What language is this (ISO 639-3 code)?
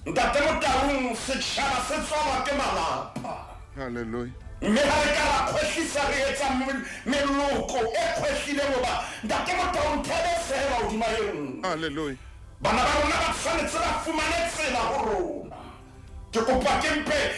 sot